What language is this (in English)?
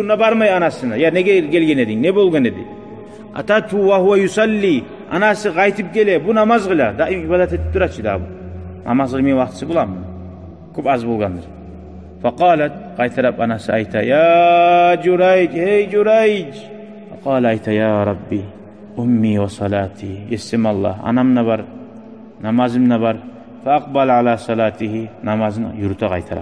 Kumyk